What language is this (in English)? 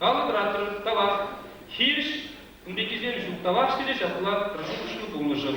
Chuvash